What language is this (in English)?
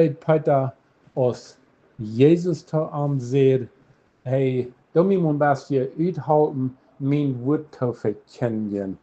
Plautdietsch